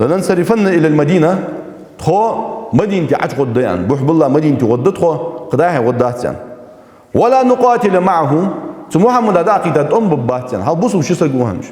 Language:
Ingush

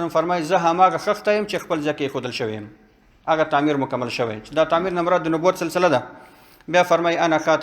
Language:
Pashto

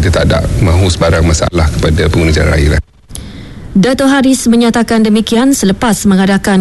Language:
Malay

